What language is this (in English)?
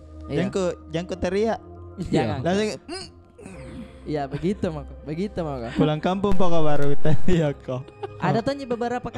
Makassar Malay